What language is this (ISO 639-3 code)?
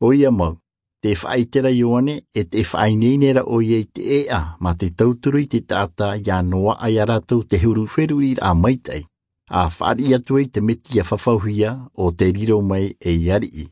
tah